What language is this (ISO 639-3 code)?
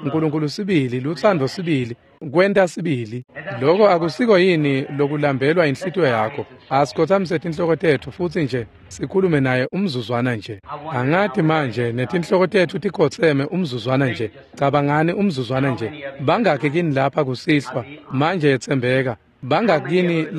ssw